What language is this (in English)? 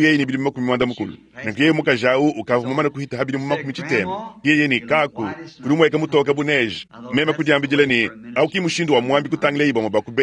Luba-Lulua